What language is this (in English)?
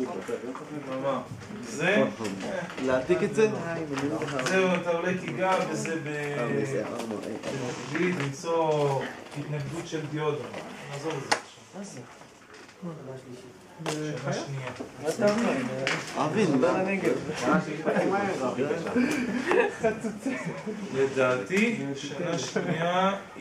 Hebrew